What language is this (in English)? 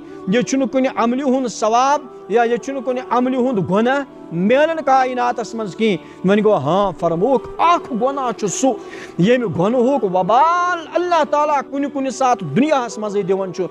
Kashmiri